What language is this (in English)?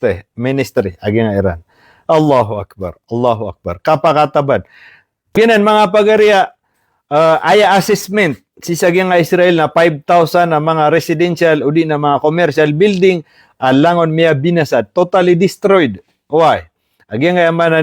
Maranao